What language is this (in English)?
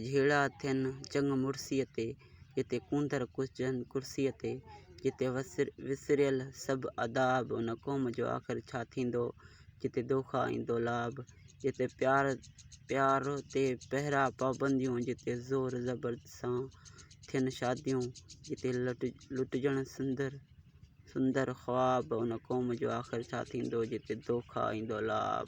Sindhi